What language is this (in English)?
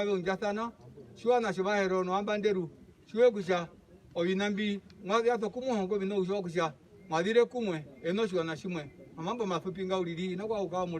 Herero